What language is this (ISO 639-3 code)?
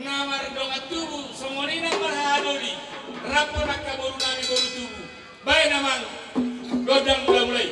bbc